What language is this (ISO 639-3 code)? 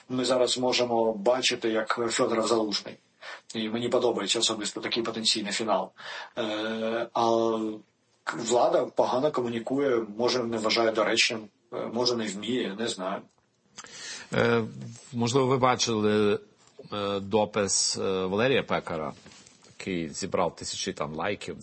ukr